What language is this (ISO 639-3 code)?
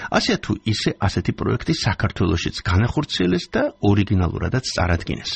kat